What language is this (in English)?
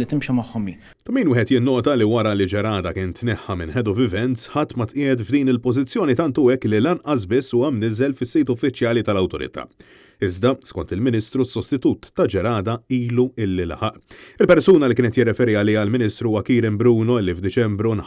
Maltese